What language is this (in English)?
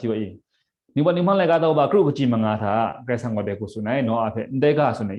Kachin